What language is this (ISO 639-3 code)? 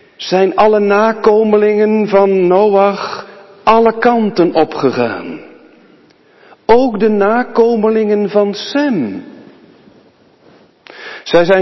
nld